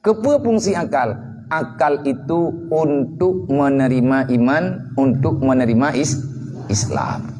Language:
Achinese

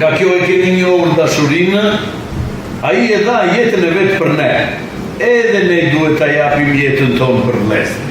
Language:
Albanian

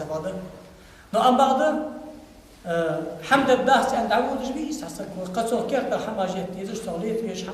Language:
Ingush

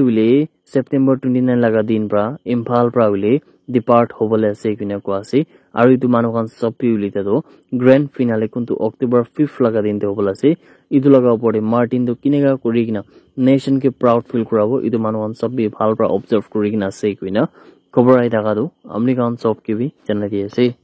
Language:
Naga Pidgin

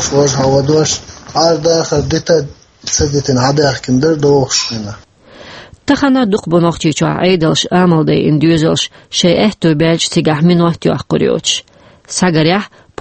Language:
Chechen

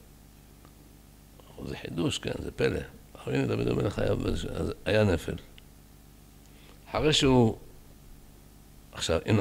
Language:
Hebrew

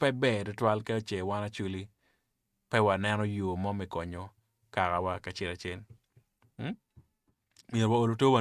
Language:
Acoli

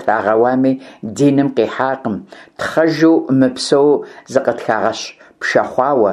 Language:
Kabardian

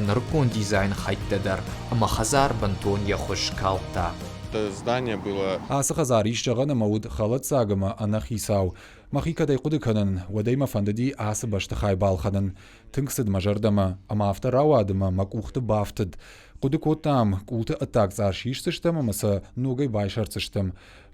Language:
Ossetic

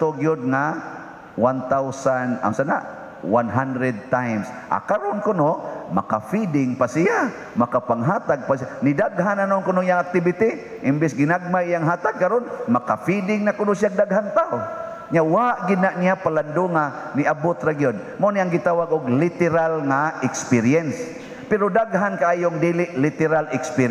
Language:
Cebuano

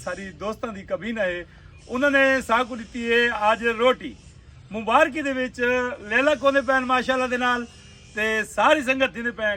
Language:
Saraiki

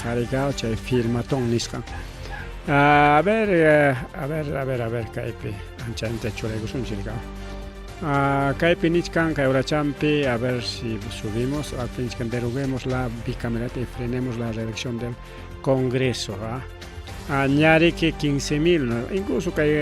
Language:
Ayacucho Quechua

